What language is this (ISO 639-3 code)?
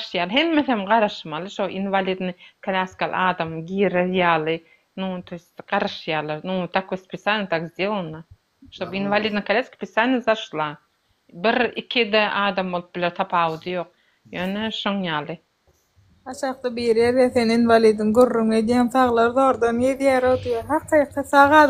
tuk